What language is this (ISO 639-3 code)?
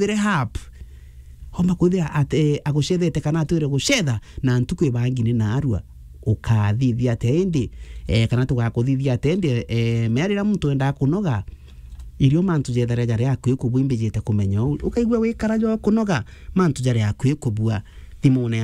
mer